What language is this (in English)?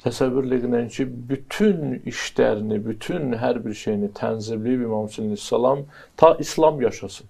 Azerbaijani